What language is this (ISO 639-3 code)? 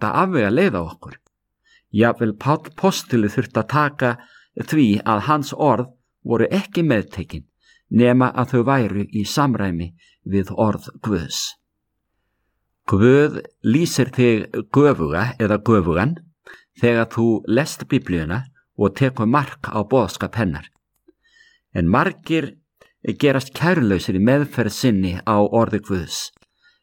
isl